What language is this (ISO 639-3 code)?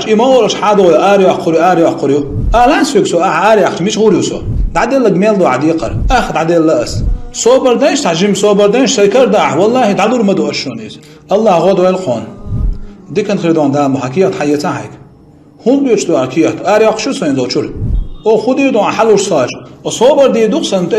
che